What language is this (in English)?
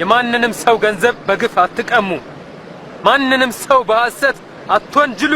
Amharic